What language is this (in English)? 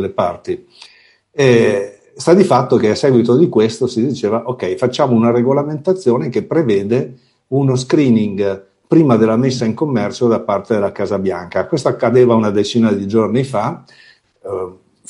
Italian